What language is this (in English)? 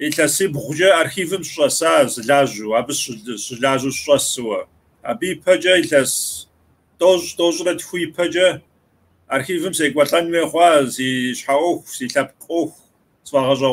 Kabardian